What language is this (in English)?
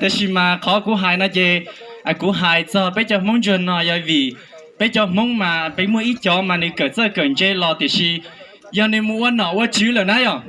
Hmong